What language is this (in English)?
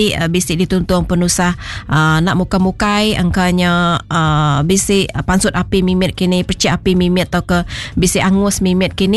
Iban